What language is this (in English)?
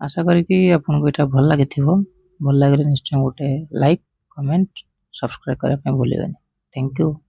Odia